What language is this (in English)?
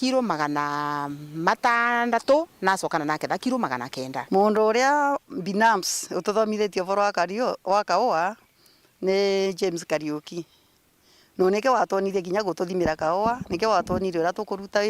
Meru